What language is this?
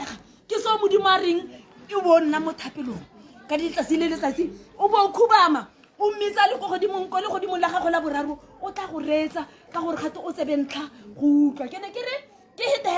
Tswana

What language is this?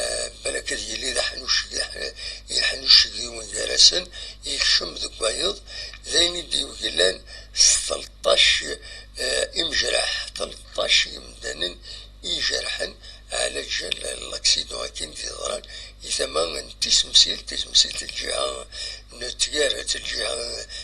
Kabyle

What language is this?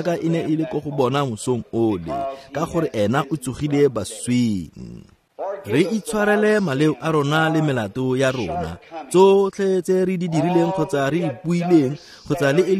Tswana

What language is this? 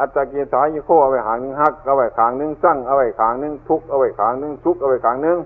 Northeastern Thai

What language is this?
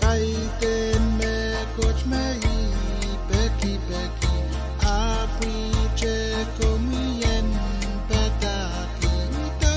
Pohnpeian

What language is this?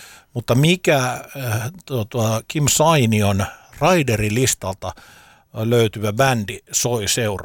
Finnish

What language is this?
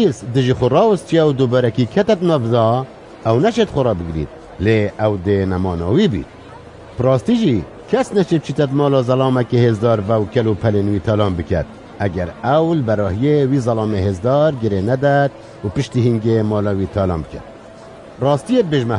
Kurdish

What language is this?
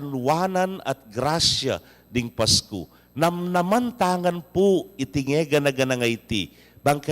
Pampanga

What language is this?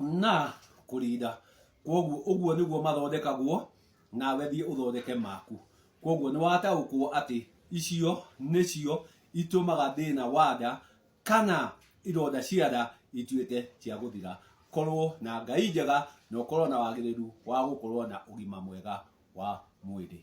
Kikuyu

